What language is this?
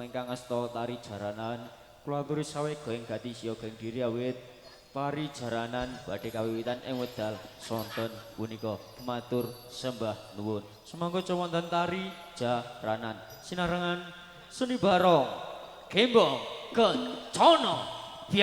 Javanese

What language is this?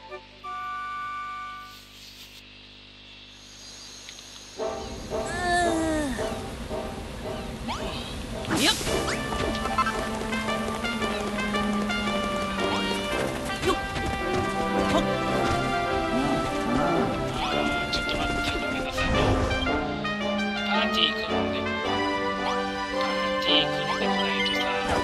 Japanese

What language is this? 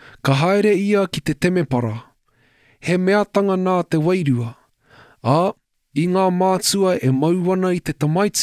Māori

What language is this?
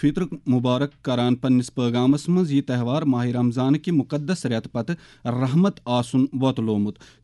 Kashmiri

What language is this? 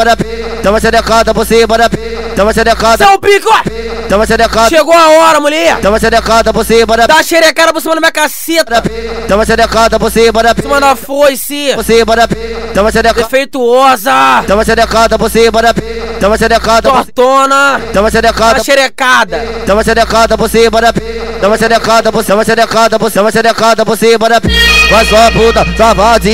Portuguese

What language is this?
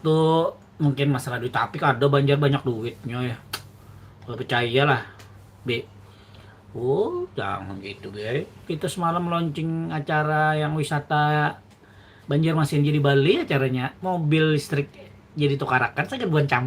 Banjar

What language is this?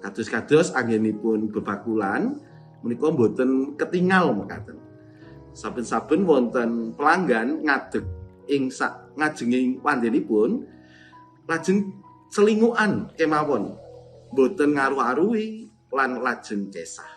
Javanese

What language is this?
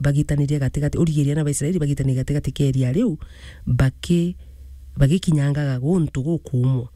Meru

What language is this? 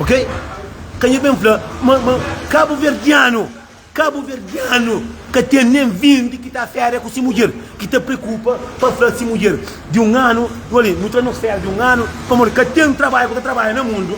Kabuverdianu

